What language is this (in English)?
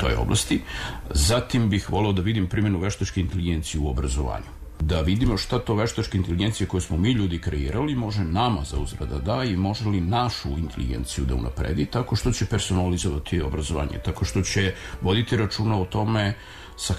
Serbian